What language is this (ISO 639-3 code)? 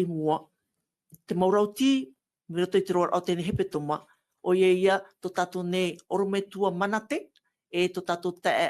tah